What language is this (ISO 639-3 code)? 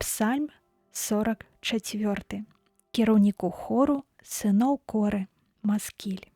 bel